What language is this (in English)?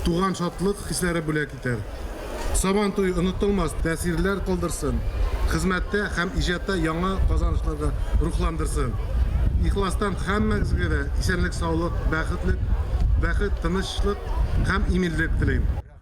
Tatar